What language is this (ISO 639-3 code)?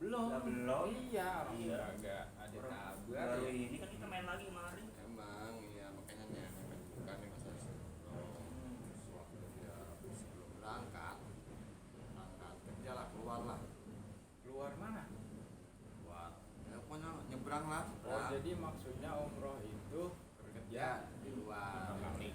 bew